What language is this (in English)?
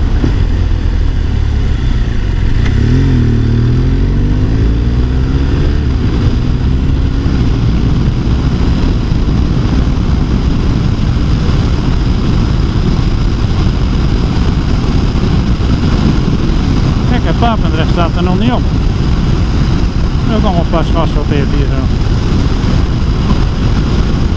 Dutch